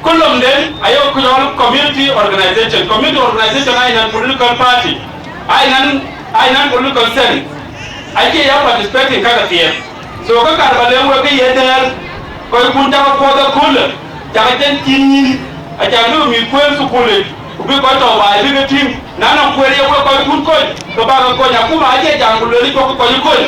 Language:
Dinka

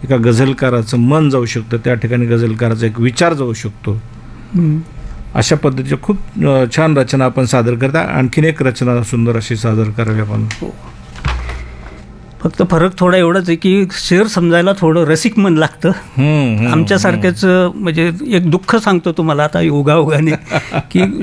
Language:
Marathi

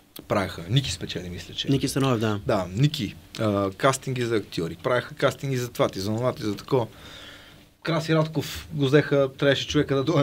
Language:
Bulgarian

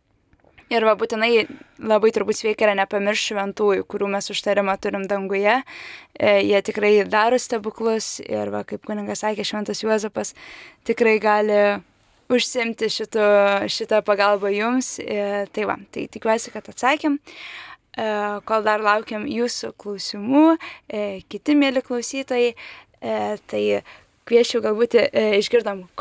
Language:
Lithuanian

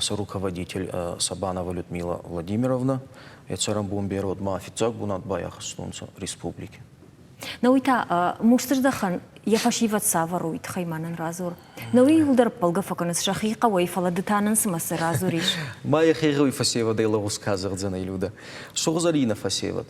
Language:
Ossetic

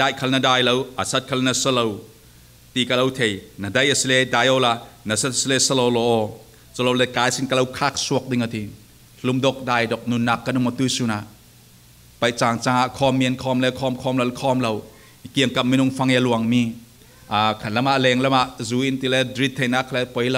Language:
Falam Chin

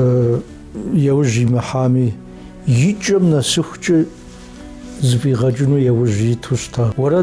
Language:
Kabardian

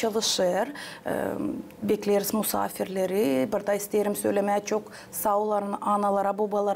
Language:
Gagauz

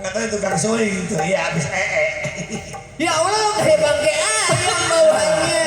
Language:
Betawi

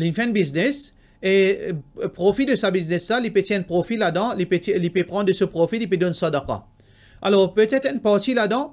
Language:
Morisyen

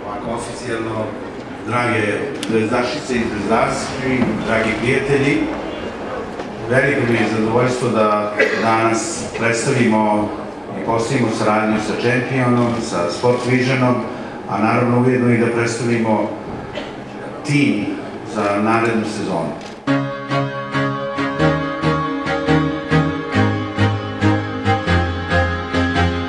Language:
Serbian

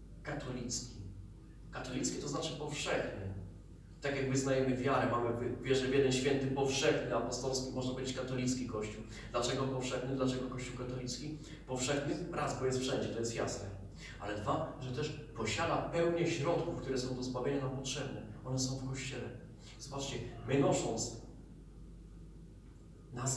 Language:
Polish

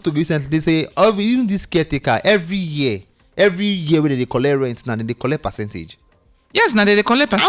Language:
Nigerian Pidgin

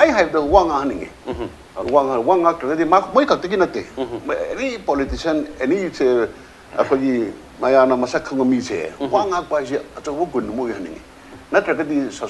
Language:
Manipuri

